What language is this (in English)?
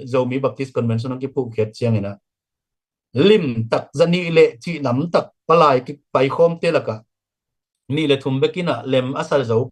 Tedim Chin